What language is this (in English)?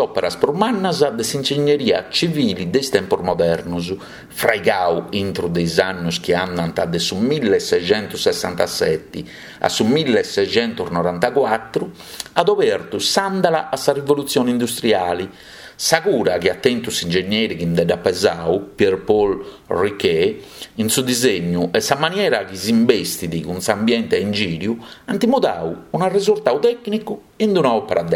Sardinian